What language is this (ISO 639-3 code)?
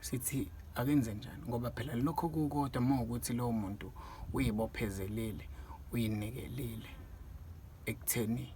zul